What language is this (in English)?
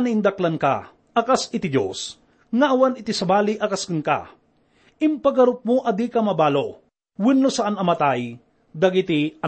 Iloko